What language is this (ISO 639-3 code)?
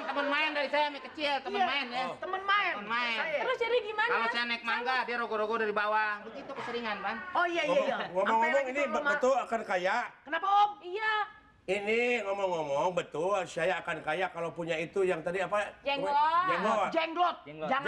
bew